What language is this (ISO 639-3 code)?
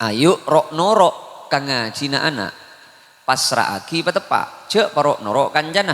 mad